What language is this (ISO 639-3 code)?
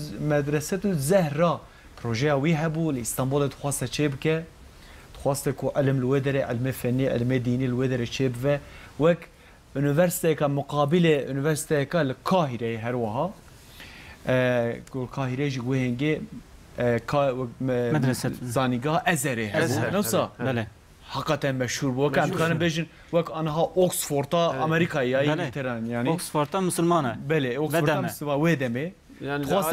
kur